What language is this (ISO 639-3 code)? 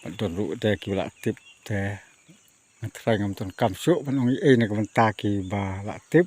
kha